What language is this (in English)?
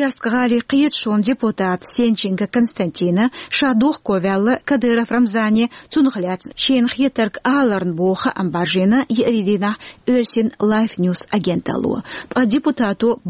Chechen